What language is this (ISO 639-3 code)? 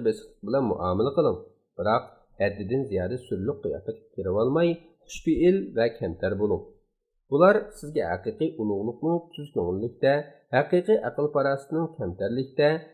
uig